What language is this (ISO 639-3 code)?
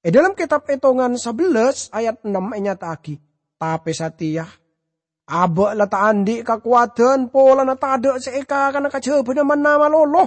mad